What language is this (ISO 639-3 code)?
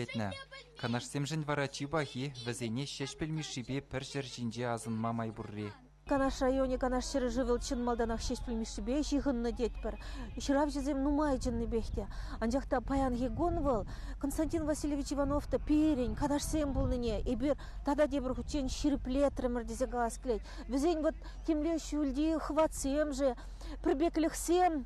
chv